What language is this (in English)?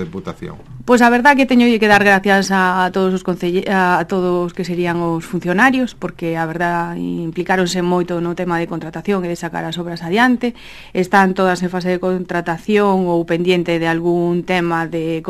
Galician